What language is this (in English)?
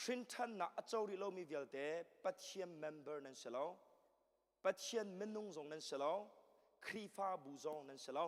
Hakha Chin